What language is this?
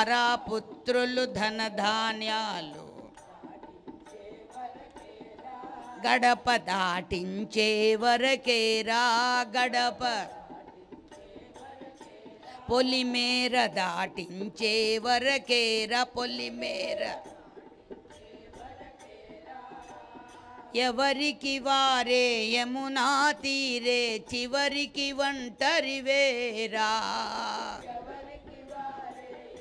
Telugu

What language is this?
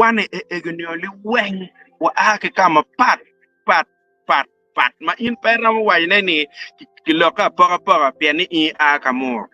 Acoli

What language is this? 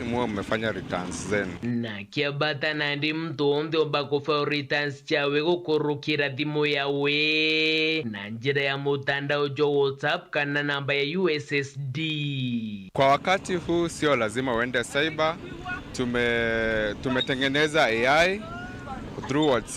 Meru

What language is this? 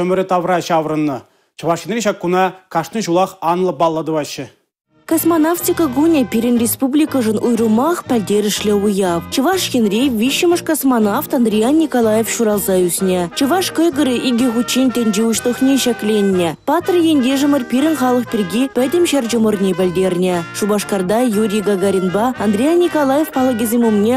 Chuvash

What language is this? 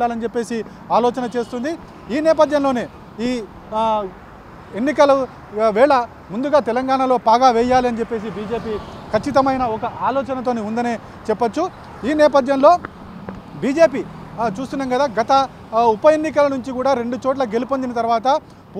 Telugu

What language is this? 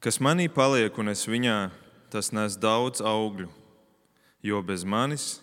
Latvian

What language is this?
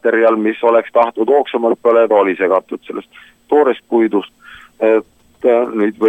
Estonian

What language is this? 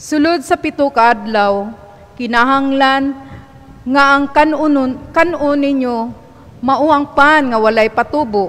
Cebuano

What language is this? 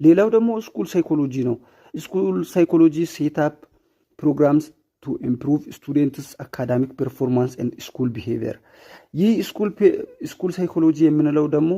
Amharic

